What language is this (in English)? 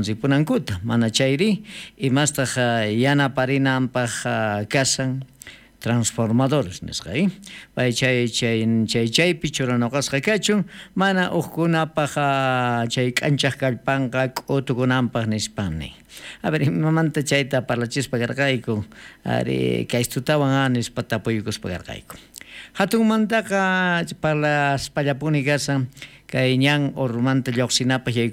South Bolivian Quechua